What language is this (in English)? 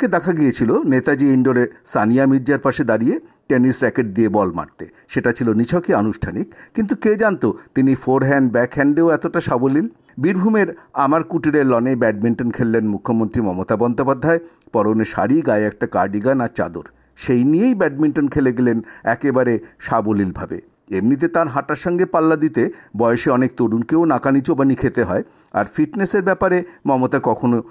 Bangla